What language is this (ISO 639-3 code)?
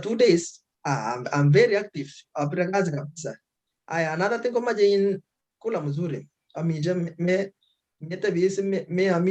kln